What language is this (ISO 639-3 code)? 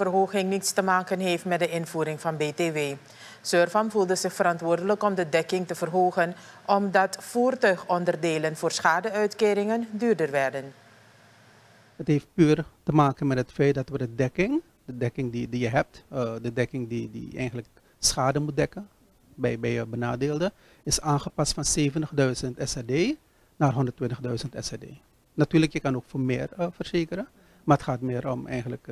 nld